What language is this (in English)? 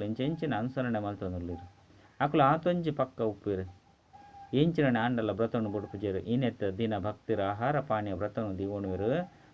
Tulu